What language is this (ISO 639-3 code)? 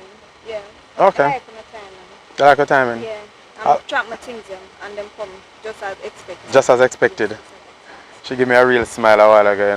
jam